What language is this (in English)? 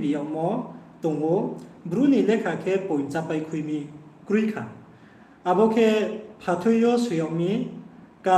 Riang (India)